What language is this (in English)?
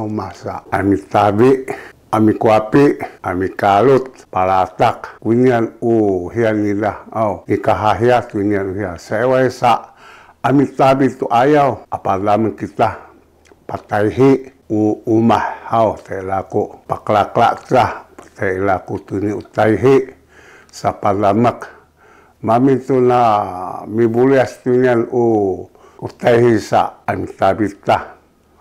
Sakizaya